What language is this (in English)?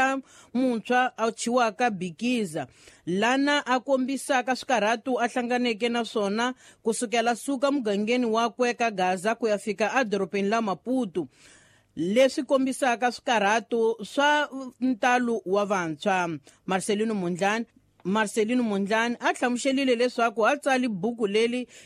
Tsonga